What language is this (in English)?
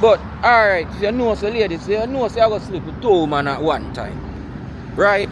Jamaican Creole English